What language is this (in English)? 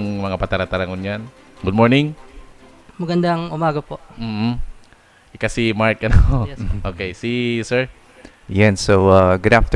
Bikol